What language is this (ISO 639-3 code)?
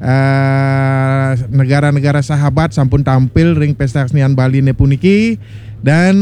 ban